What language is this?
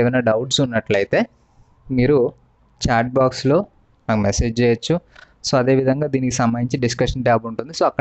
Telugu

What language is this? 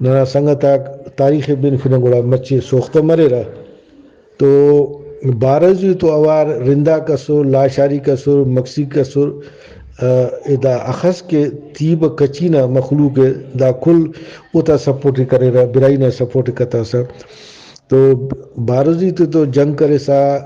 Brahui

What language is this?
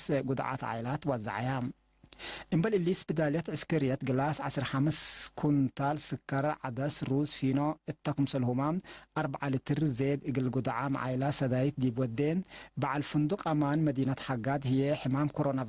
Tigre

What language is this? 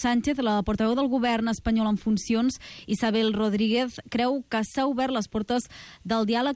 Catalan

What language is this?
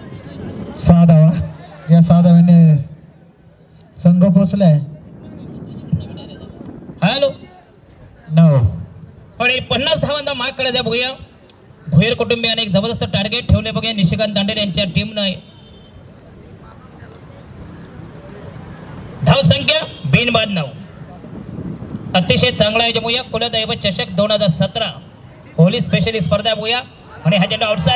Marathi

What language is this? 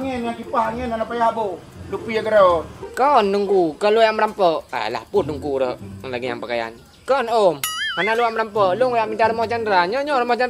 Achinese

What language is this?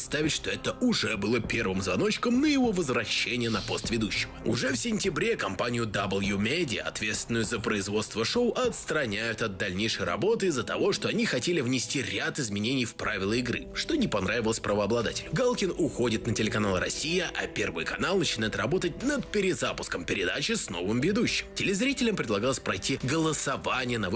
Russian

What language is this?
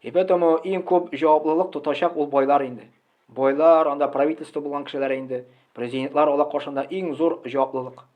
Tatar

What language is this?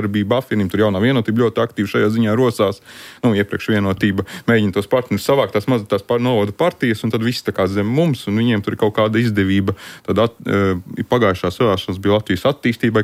Latvian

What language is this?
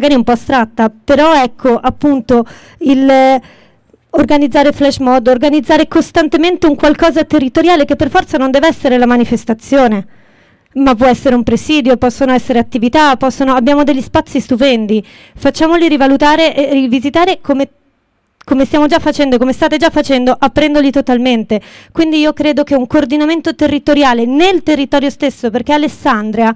Italian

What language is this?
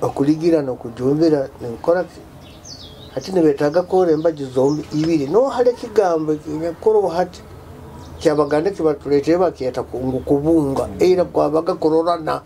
Nyoro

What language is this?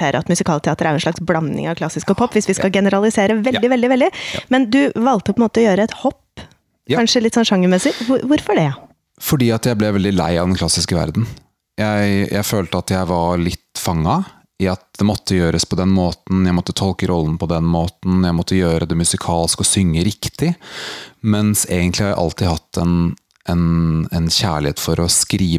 Norwegian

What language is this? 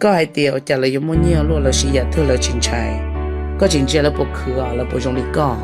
Hmong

